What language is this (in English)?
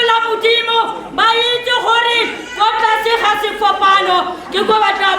Tswana